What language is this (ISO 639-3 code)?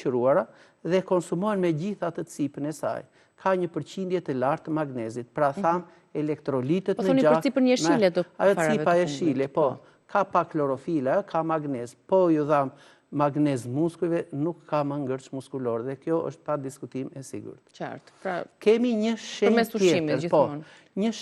sqi